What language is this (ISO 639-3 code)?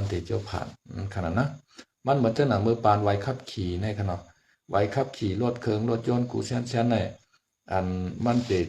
shn